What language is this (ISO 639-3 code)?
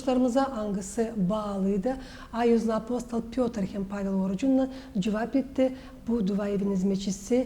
gag